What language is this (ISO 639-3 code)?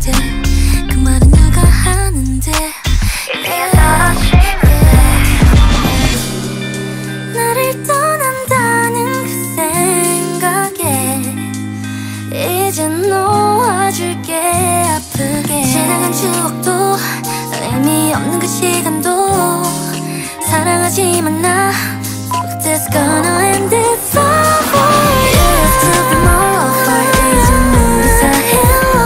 kor